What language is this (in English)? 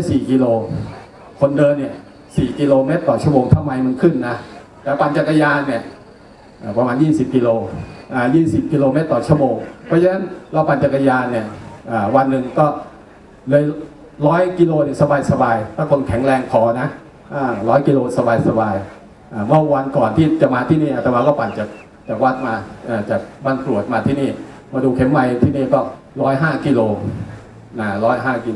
Thai